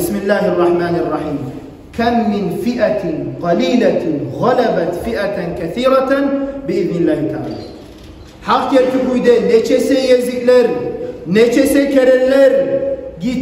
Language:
Kumyk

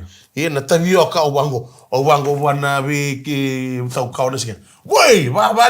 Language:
Fijian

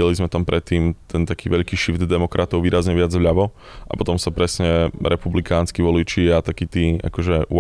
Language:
Slovak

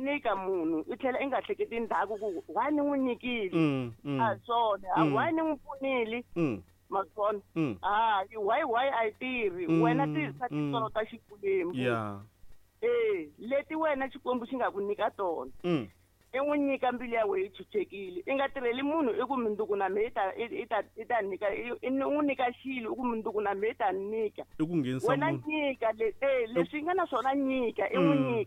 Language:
Tsonga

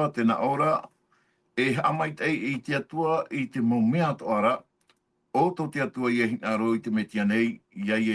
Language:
Tahitian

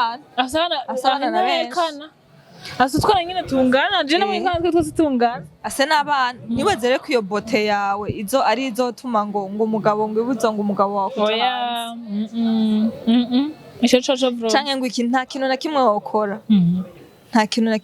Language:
Rundi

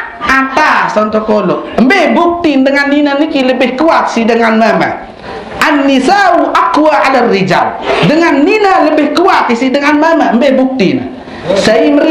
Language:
Sasak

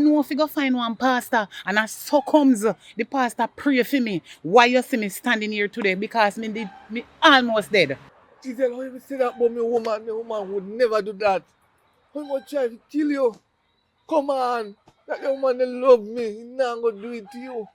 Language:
Jamaican Creole English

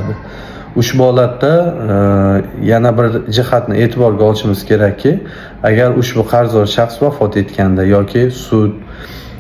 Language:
Uzbek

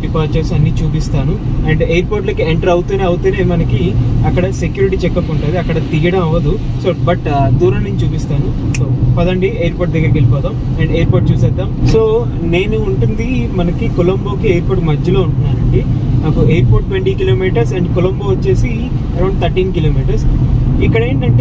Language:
Telugu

